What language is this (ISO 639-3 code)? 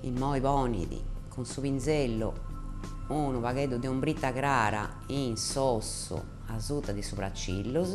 srd